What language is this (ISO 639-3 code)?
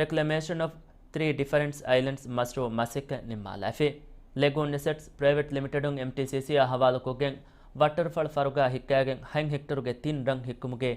div